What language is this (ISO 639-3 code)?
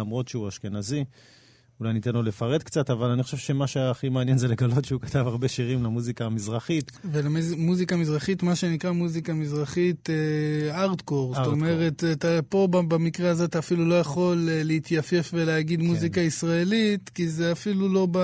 heb